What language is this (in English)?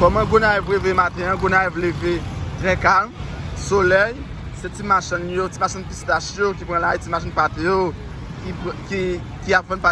Haitian Creole